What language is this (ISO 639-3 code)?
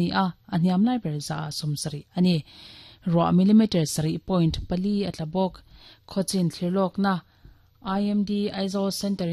lus